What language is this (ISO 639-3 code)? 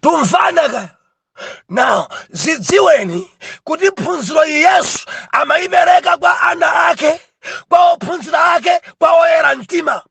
nya